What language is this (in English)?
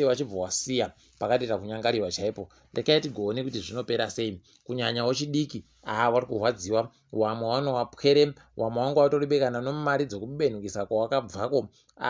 Ndau